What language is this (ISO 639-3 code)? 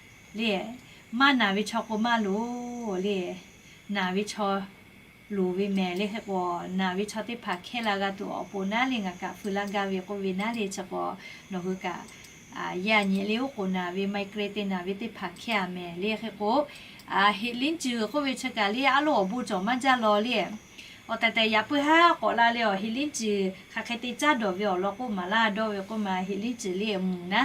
lhu